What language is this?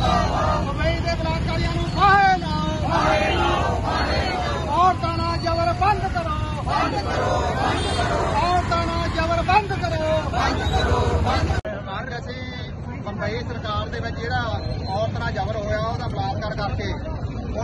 Punjabi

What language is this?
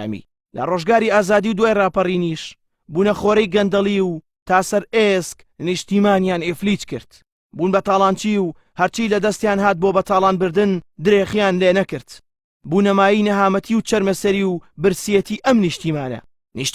Central Kurdish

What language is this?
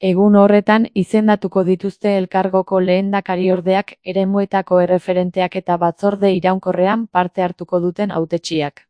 Basque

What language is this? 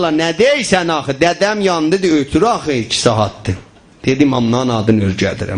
South Azerbaijani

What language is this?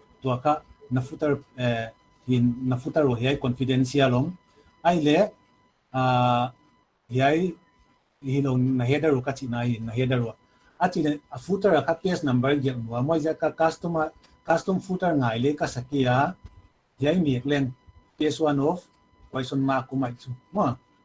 Paite Chin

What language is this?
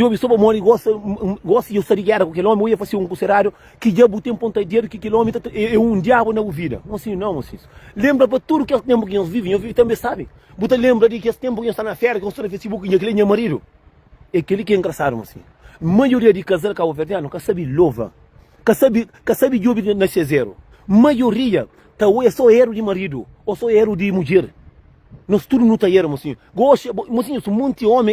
Kabuverdianu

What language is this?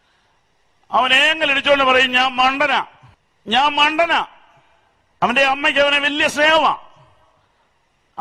Malayalam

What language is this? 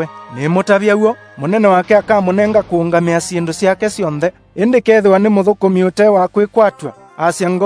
Kamba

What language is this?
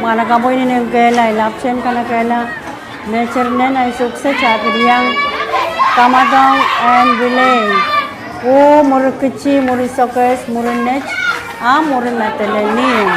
Pohnpeian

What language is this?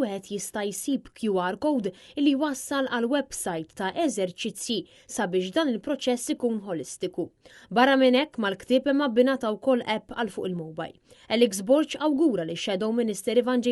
Maltese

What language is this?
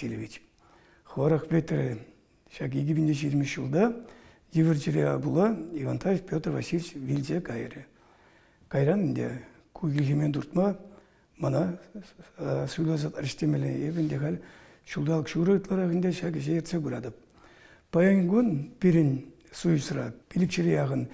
Chuvash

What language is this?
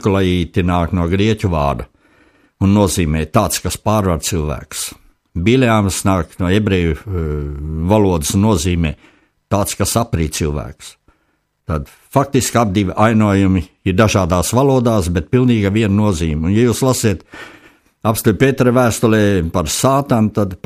Latvian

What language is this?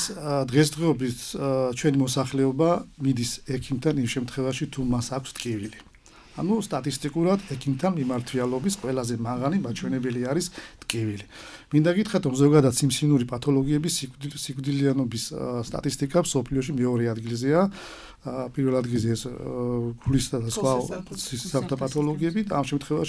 Georgian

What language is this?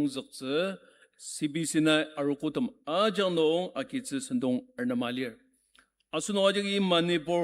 Ao Naga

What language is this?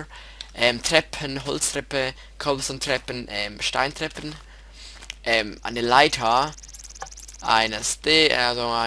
Swiss German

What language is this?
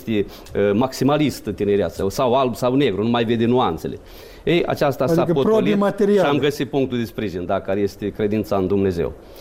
Romanian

